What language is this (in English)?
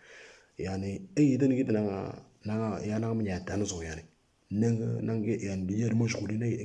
Moro